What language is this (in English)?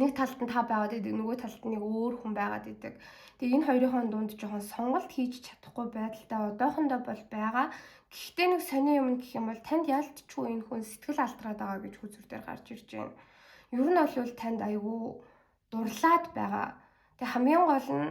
Mongolian